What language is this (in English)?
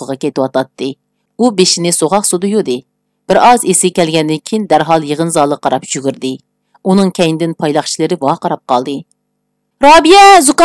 Uyghur